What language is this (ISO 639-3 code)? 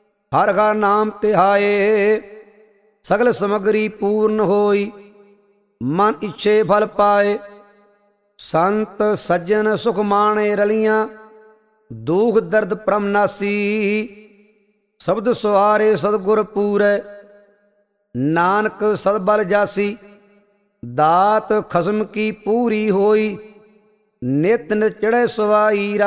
pan